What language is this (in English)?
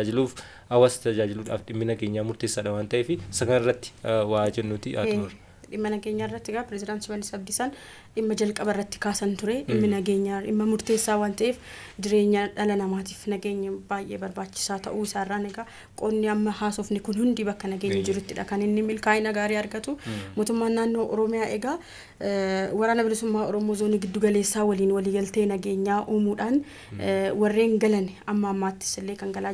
Oromo